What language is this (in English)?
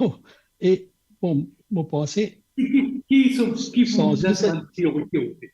Morisyen